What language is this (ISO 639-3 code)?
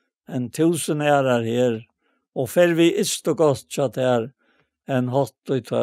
fao